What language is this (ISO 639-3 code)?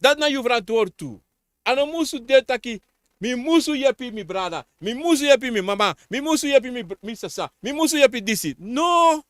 srn